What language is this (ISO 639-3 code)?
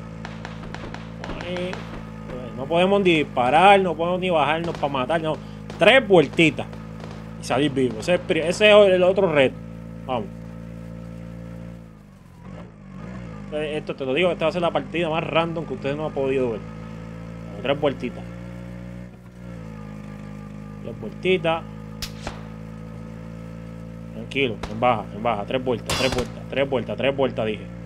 spa